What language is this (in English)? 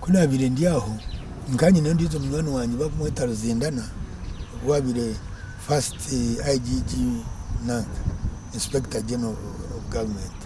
Nyankole